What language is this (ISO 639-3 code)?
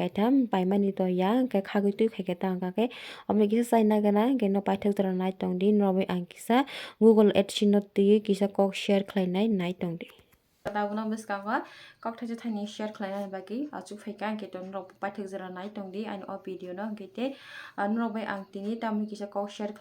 trp